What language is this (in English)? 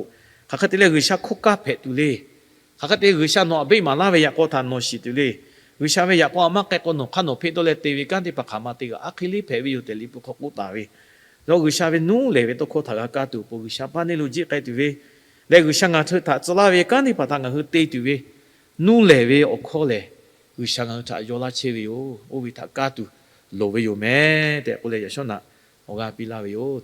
Lahu